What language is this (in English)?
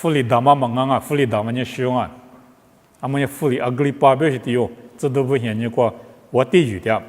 Lisu